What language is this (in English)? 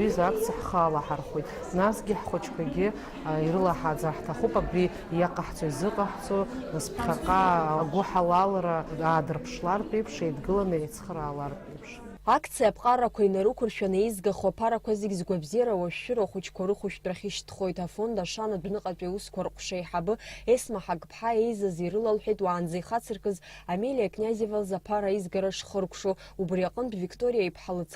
Abkhazian